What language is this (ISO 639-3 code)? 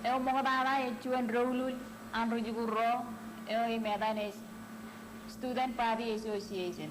mah